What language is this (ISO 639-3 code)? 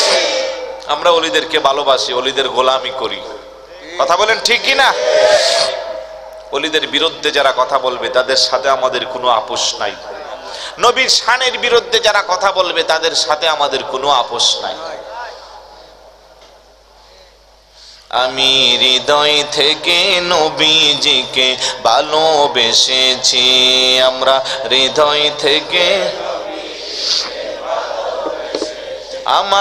ben